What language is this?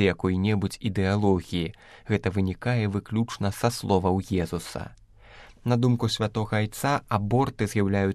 Belarusian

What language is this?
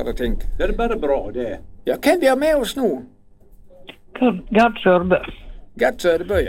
Norwegian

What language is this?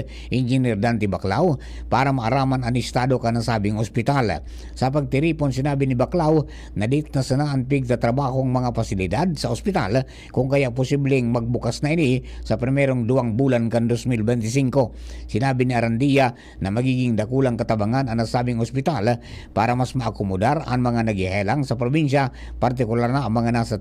Bikol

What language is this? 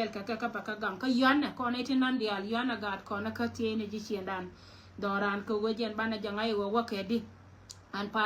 Nuer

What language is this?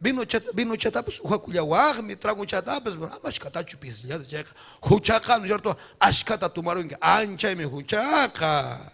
Ayacucho Quechua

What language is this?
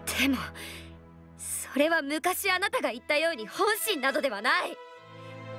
Japanese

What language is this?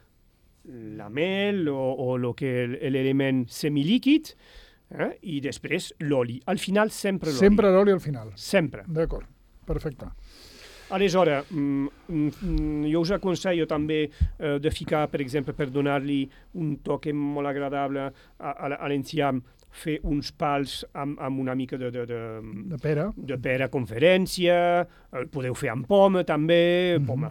Catalan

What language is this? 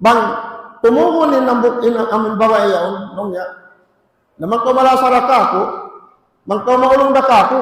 Tausug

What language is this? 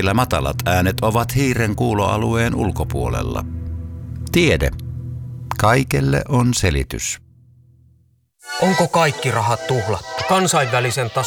Finnish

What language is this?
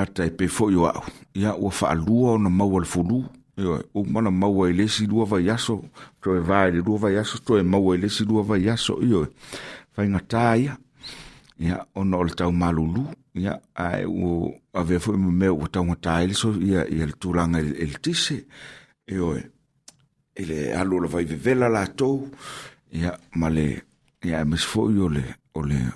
Samoan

